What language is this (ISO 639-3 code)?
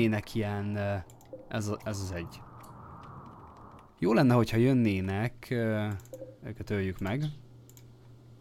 hun